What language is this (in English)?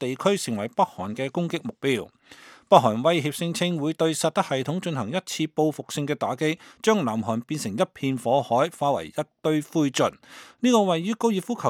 Cantonese